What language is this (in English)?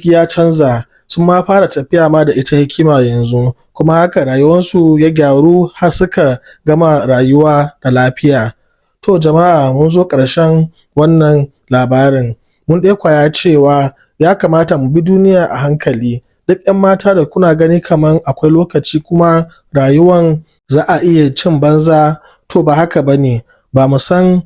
Hausa